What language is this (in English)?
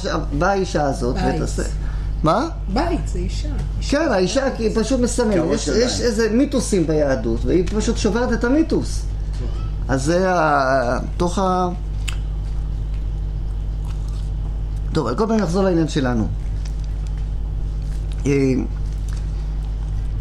Hebrew